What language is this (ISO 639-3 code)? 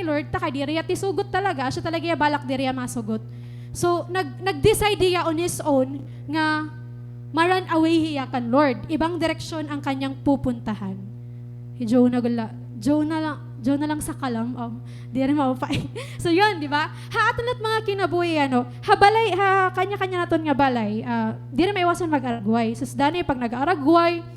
war